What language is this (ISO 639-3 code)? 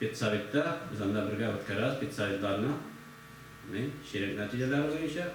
tat